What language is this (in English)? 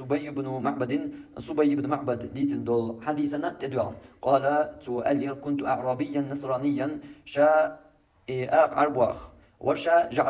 Chechen